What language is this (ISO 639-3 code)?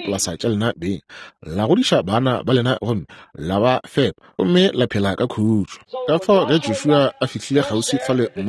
nso